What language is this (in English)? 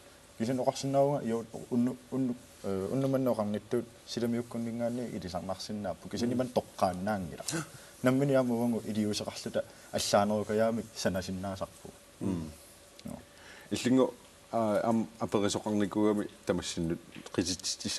Kalaallisut